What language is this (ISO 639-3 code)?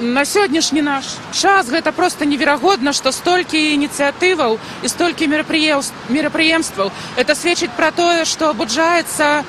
bel